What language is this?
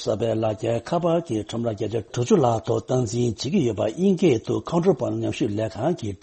Tibetan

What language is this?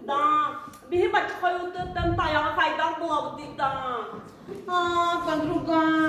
Yakut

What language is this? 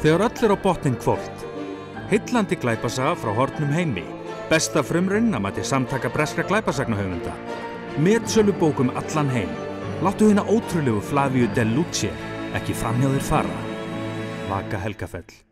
Icelandic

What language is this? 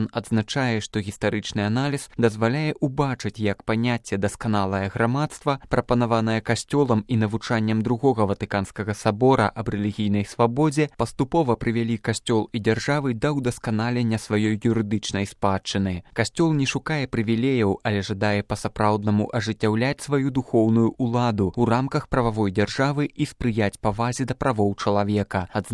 Belarusian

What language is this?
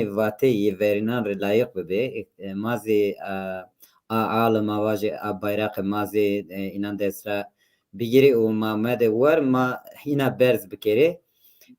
Zaza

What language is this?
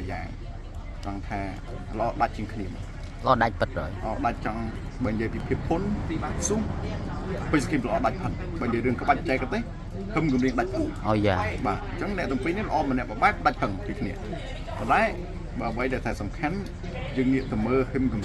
Khmer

